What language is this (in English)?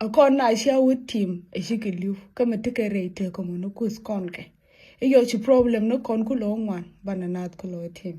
Nuer